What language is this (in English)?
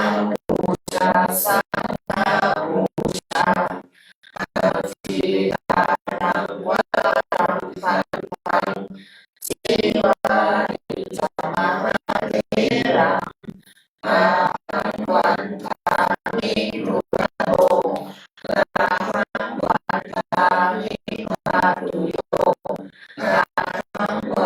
Pali